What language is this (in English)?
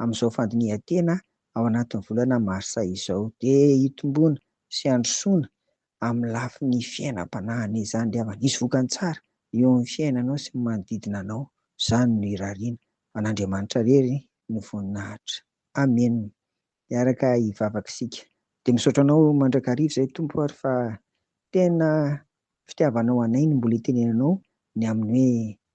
Malagasy